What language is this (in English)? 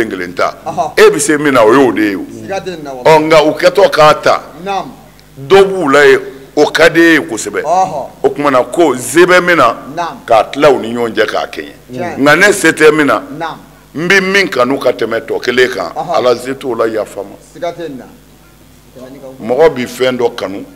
Bambara